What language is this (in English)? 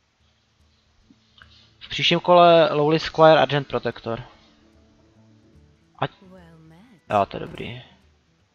Czech